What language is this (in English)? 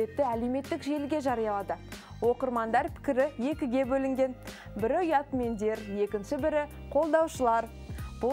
Kazakh